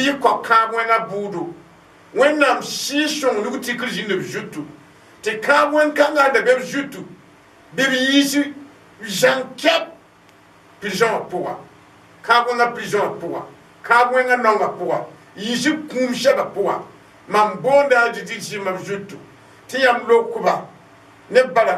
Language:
Mossi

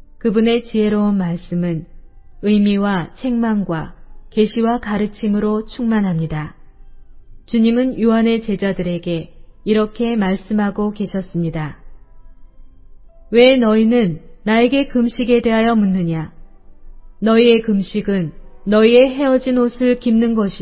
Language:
Korean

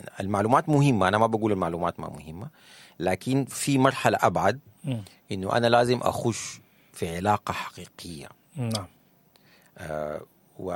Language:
Sudanese Arabic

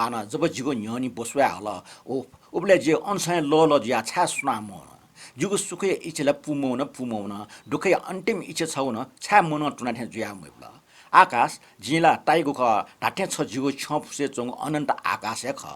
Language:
Newari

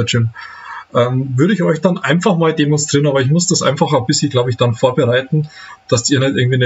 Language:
German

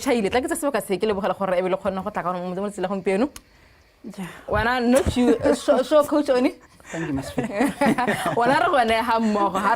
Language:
Tswana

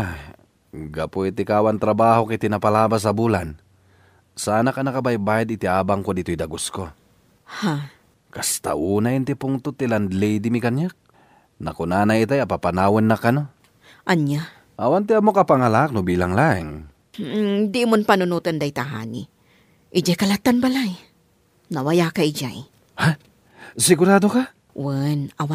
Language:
Iloko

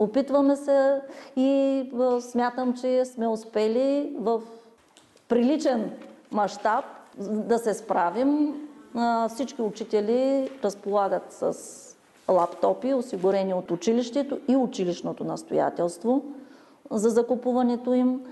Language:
Bulgarian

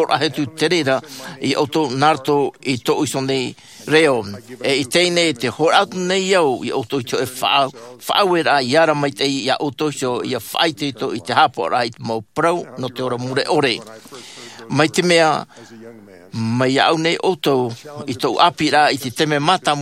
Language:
Tahitian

